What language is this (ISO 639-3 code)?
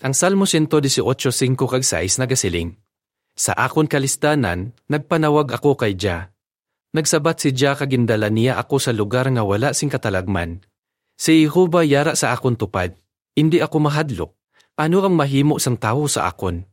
hil